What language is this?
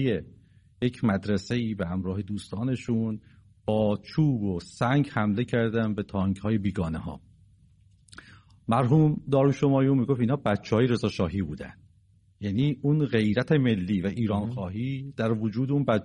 Persian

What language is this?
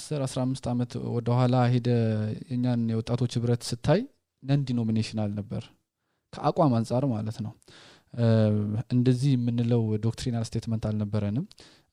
Amharic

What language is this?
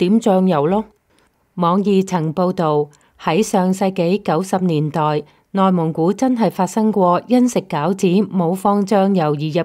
Cantonese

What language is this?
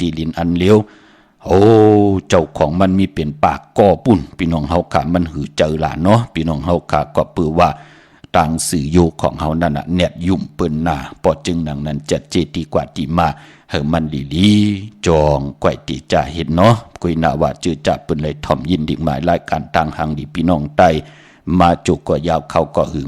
Shan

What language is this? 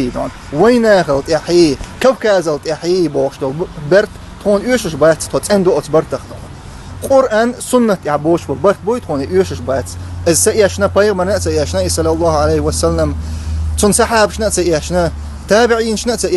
Chechen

